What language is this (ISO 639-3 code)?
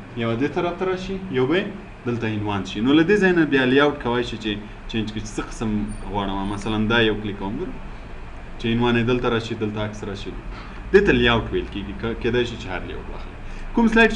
pus